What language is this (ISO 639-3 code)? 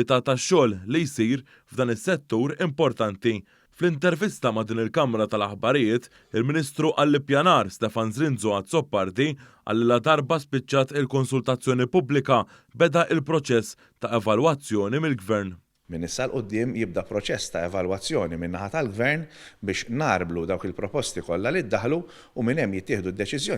mlt